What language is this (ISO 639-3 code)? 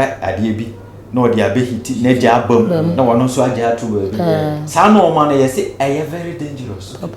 aka